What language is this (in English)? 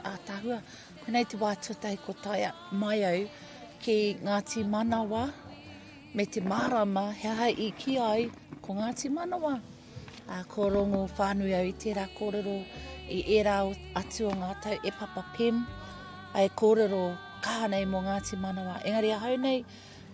Māori